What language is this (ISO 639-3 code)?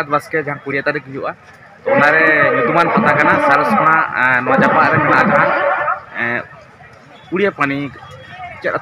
sat